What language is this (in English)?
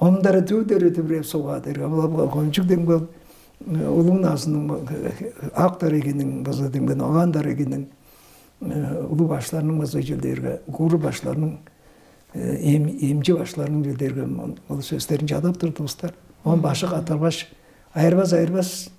Tuvinian